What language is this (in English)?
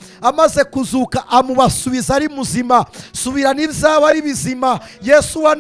Kinyarwanda